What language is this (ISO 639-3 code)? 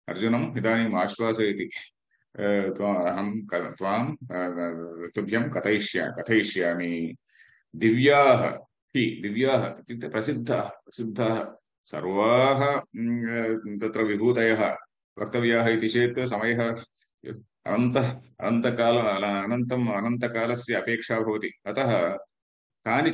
san